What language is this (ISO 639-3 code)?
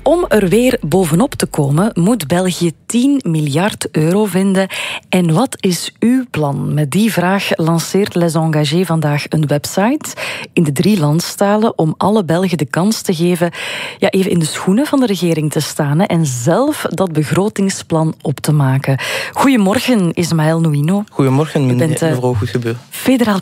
nld